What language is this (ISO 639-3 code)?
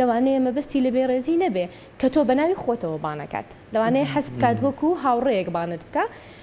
ckb